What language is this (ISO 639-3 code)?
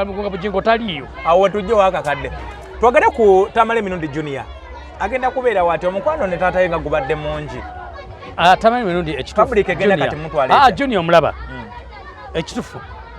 lug